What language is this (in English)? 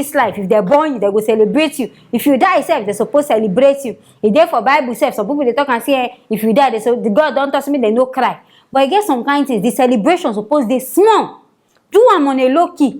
Nigerian Pidgin